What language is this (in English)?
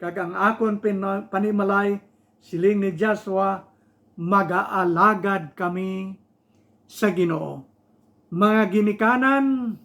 Hiligaynon